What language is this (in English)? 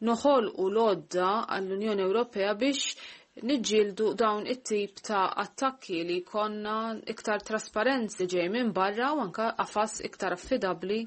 Maltese